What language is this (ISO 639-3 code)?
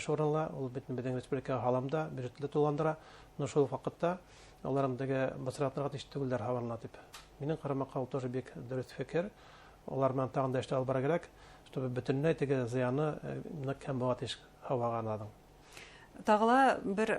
bak